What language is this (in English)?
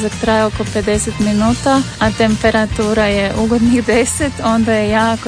Croatian